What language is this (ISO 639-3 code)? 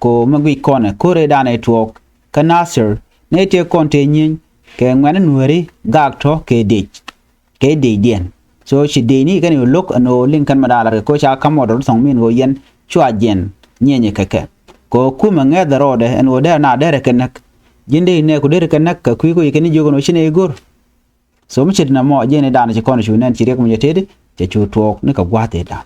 nus